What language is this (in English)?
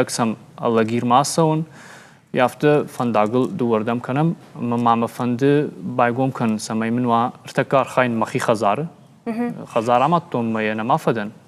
Ossetic